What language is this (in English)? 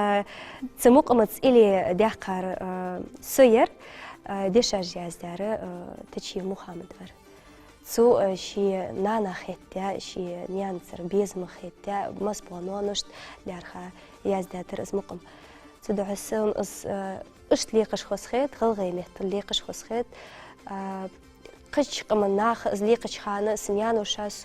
Ingush